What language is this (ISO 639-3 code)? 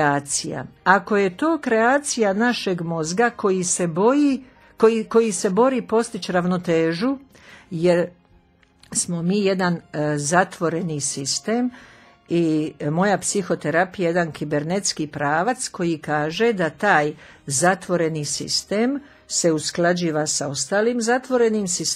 hrv